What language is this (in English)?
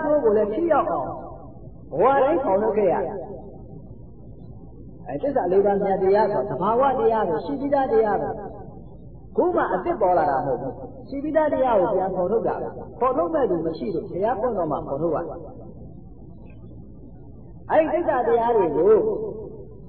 Burmese